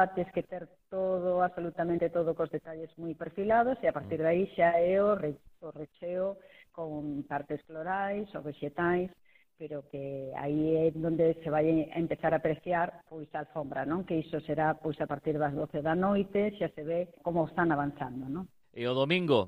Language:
Galician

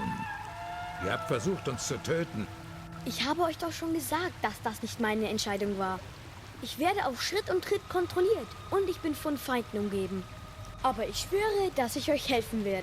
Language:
Swiss German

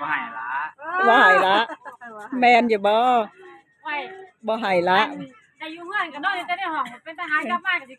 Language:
Northeastern Thai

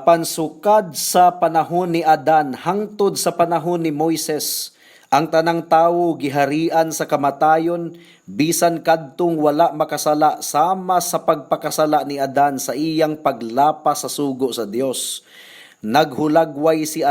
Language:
Cebuano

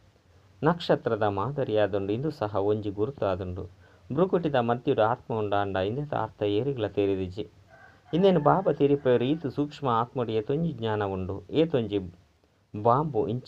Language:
Tulu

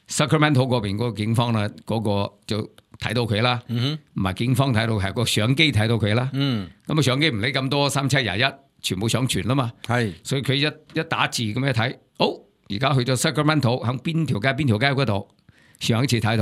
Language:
Cantonese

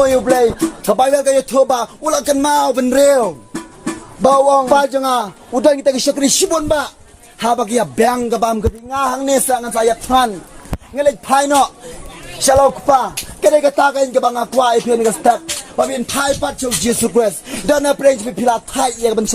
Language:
Khasi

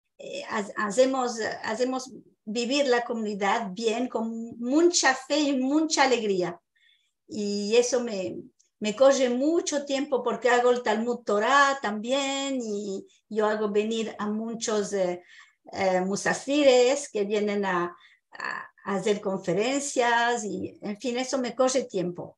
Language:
Ladino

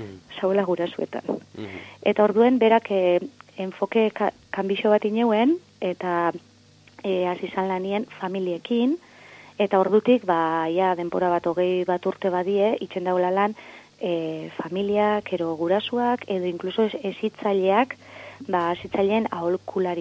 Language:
Basque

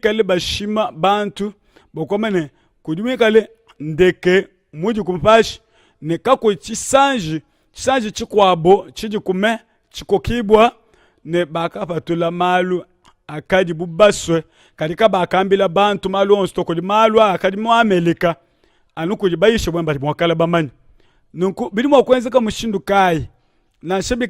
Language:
Luba-Lulua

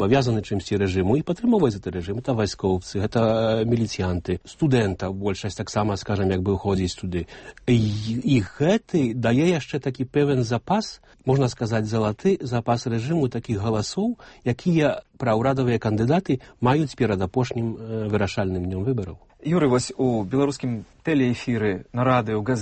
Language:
Belarusian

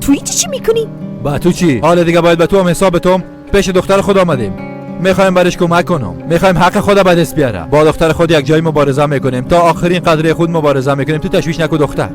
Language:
Persian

